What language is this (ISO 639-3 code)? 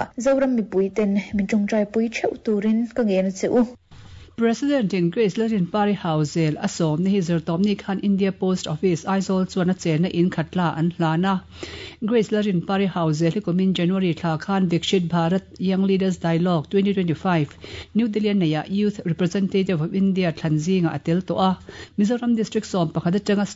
lus